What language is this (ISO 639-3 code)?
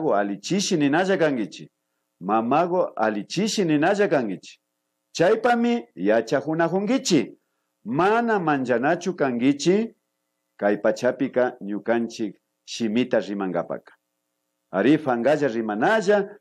qvi